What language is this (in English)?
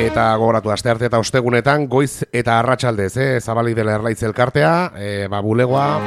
Basque